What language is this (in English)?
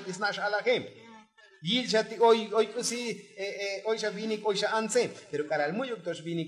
Tzotzil